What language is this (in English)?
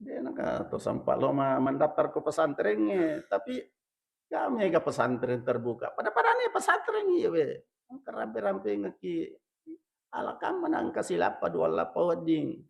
Buginese